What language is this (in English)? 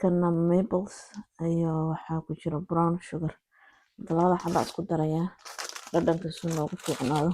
Somali